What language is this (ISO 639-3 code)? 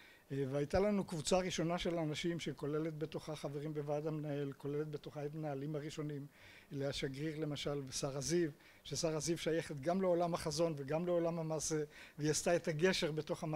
heb